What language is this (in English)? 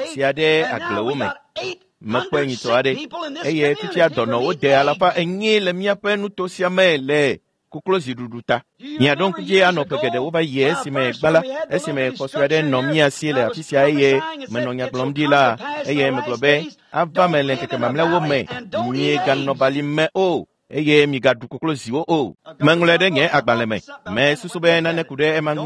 Ewe